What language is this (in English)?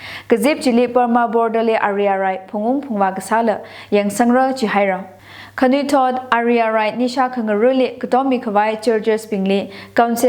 Tangkhul Naga (India)